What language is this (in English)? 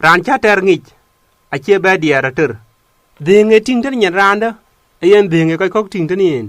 Dinka